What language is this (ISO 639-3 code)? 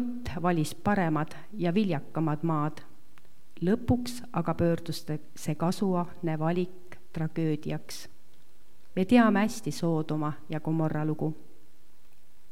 est